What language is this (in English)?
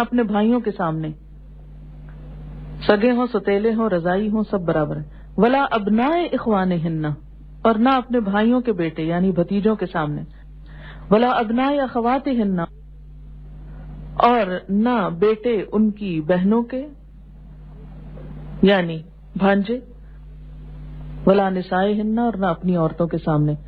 Urdu